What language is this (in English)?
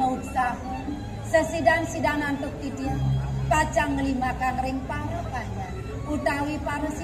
Balinese